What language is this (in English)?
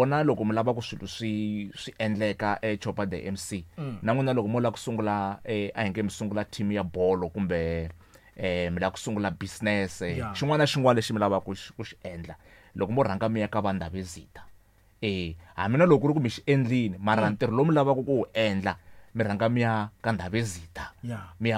Tsonga